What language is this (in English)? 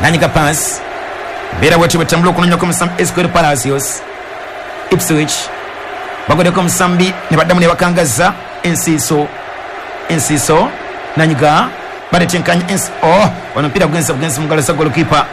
Ganda